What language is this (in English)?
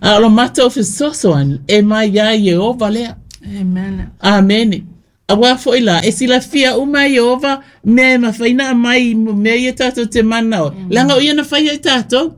Samoan